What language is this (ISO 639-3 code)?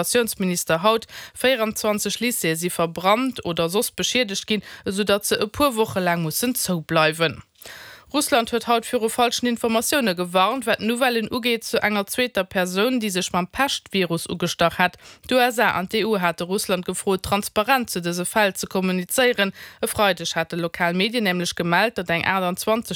ltz